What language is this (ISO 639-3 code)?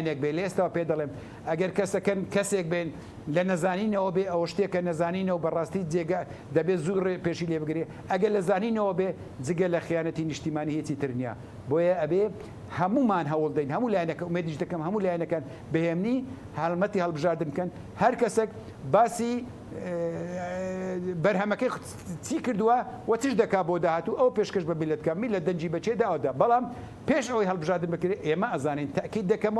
ckb